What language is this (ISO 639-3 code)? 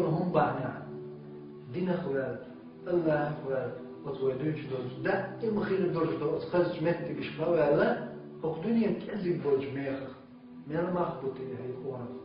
che